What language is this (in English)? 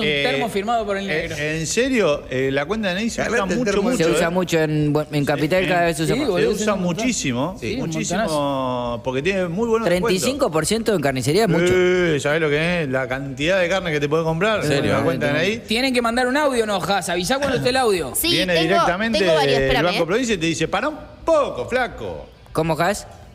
Spanish